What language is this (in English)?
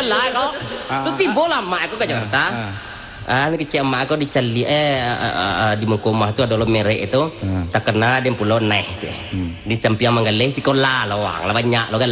Minangkabau